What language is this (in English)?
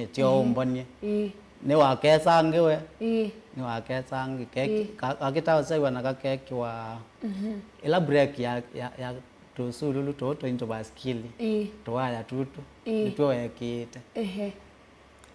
Kamba